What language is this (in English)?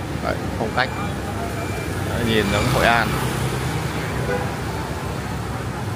Vietnamese